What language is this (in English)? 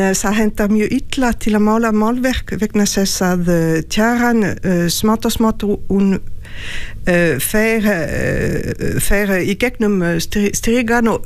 Icelandic